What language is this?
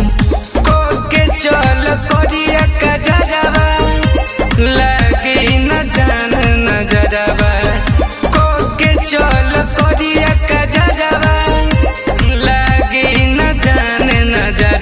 Bhojpuri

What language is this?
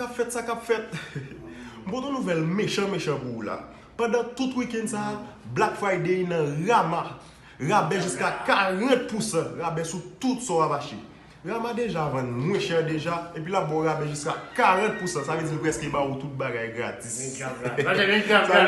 Haitian Creole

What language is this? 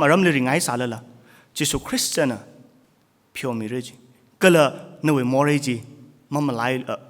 Tangkhul Naga (India)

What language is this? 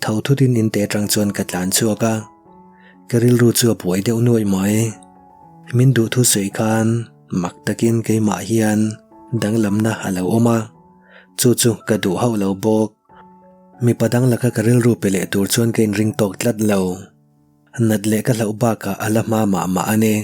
Mizo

